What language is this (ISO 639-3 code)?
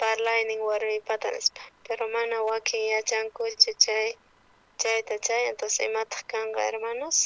quh